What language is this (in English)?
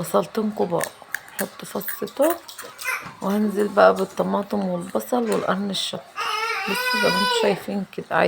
Egyptian Arabic